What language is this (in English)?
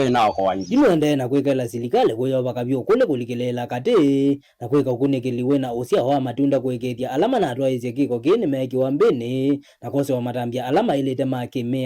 Kamba